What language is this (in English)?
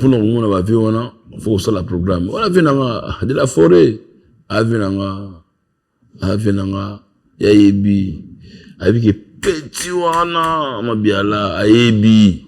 Lingala